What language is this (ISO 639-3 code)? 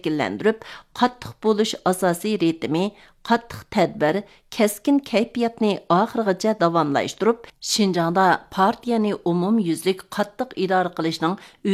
uig